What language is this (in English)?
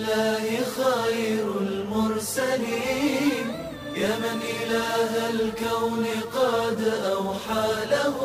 Bosnian